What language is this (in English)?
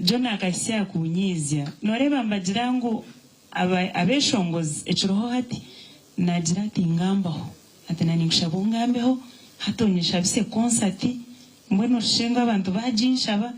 Nyankole